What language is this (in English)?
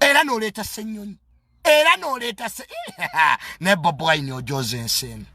Ganda